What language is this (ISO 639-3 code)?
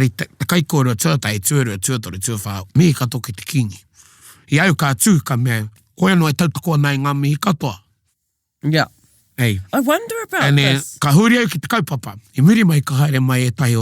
mri